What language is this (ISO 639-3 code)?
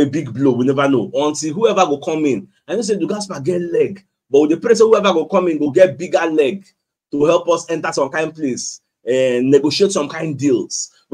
pcm